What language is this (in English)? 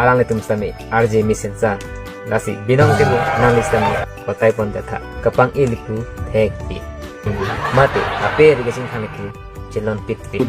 Karbi